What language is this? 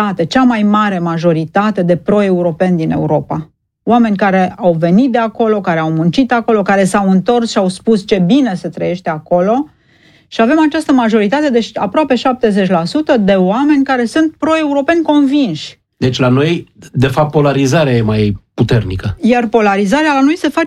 Romanian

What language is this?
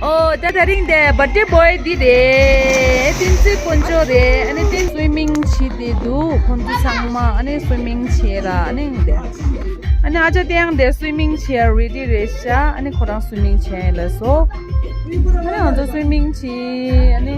Tibetan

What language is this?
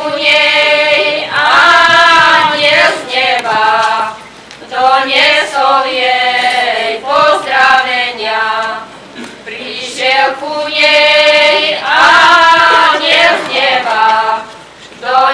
Slovak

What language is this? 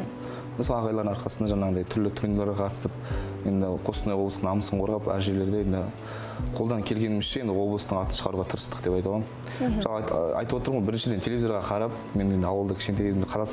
Kazakh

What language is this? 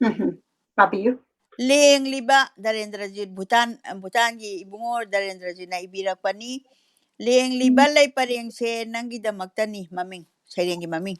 Manipuri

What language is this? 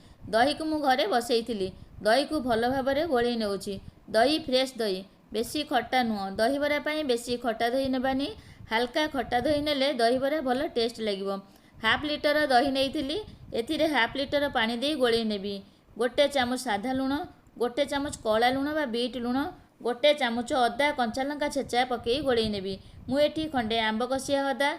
Odia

